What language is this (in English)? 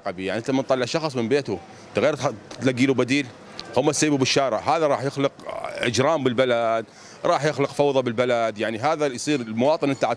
Mesopotamian Arabic